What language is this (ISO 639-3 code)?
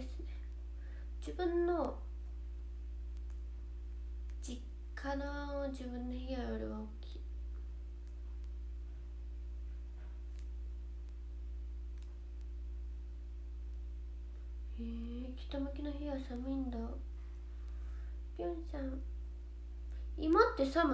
jpn